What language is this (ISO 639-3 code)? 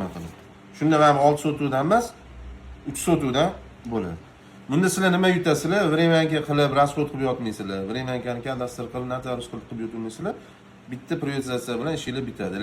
uzb